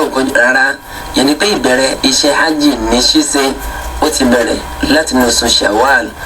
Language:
Yoruba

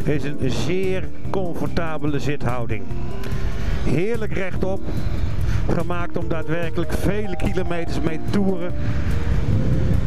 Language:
Dutch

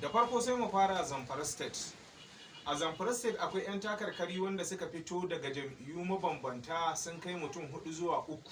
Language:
Hausa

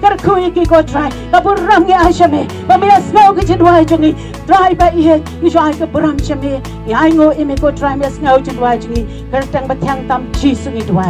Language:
Khasi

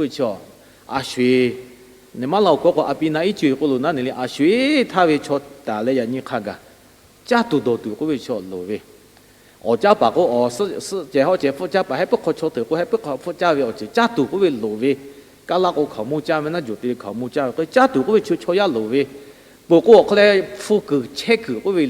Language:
Lahu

